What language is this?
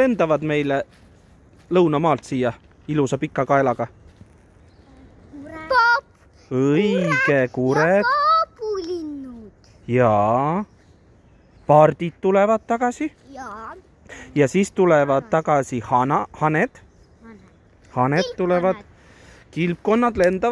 Estonian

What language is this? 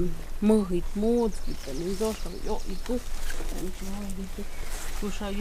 Totontepec Mixe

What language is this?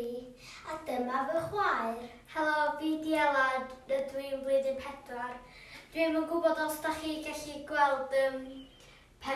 Welsh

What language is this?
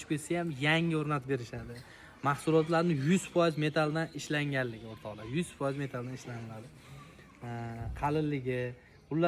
Uzbek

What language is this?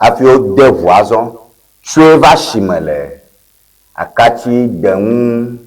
Ewe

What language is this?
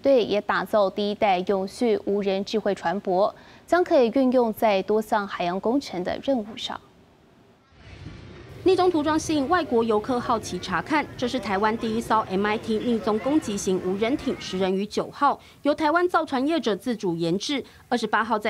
Chinese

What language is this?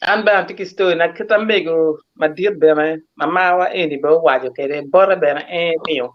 Acoli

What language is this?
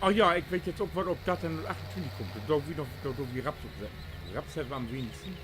Low German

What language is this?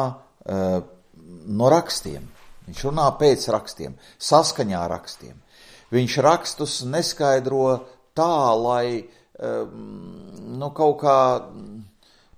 Latvian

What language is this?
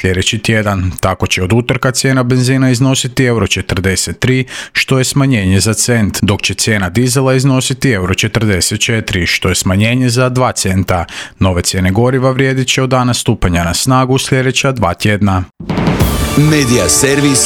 Croatian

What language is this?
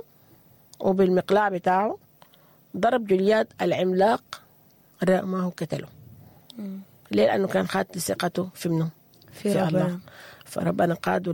Sudanese Arabic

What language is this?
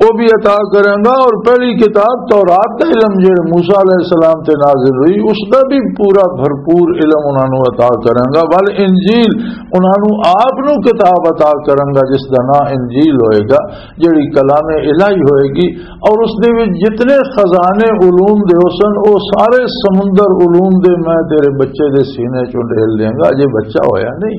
Western Panjabi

